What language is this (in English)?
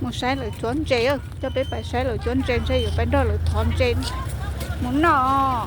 Hmong